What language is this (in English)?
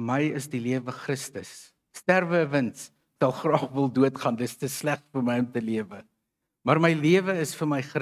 Afrikaans